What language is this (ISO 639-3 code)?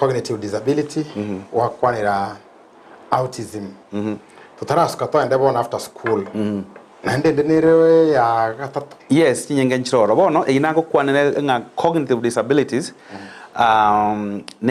guz